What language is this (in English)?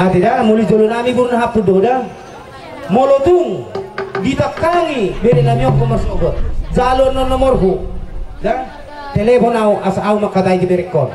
Batak Toba